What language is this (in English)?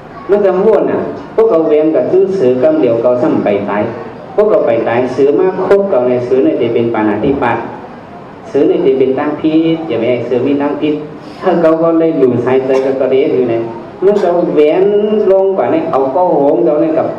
Shan